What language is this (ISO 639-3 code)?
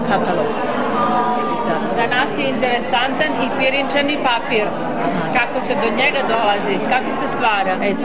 srp